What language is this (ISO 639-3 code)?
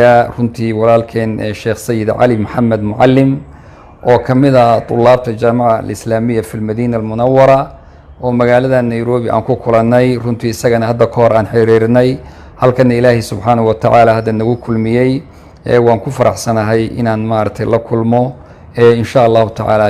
som